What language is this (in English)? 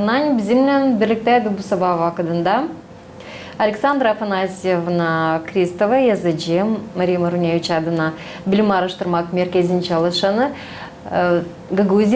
Gagauz